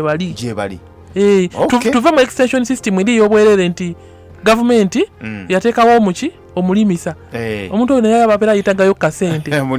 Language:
Ganda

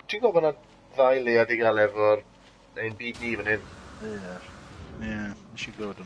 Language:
Welsh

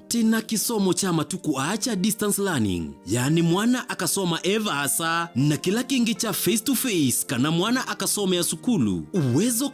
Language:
Kamba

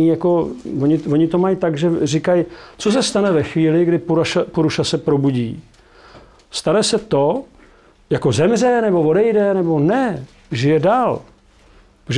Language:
Czech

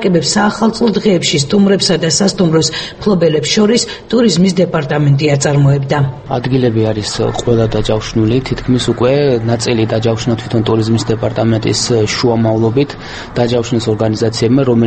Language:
Georgian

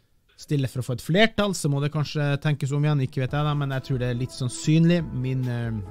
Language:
Norwegian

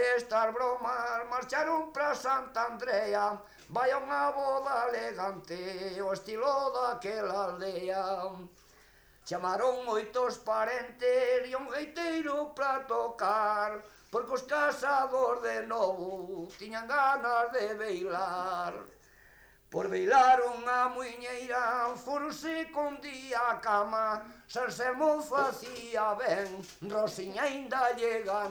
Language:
Galician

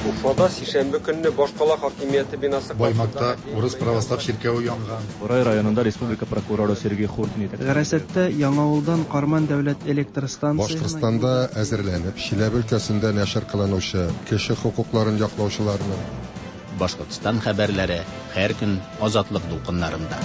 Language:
Tatar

